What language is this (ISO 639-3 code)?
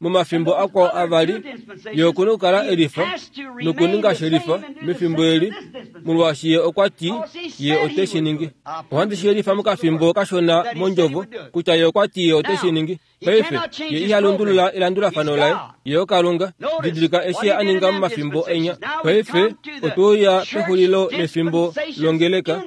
kua